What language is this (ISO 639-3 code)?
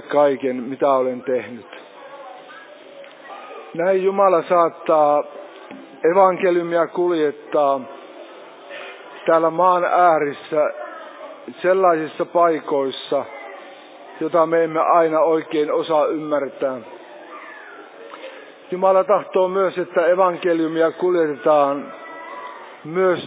fin